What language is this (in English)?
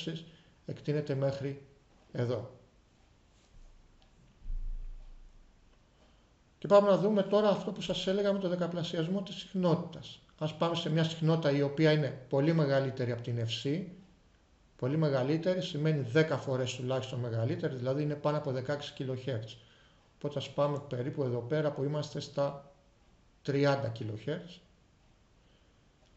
Greek